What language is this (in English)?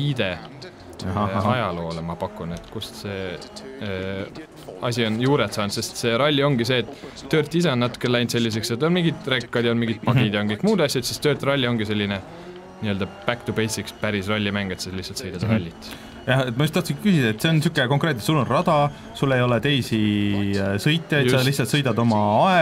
Estonian